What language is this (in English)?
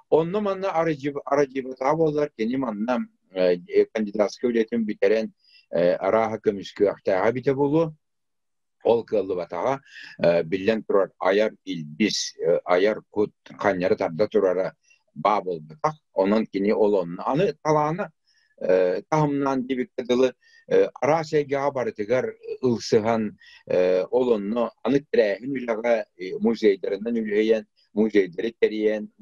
Yakut